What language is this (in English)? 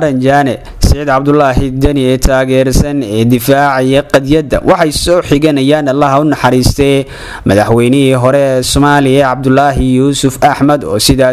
Somali